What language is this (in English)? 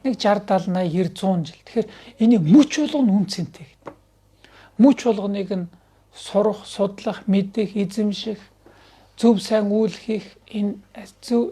Mongolian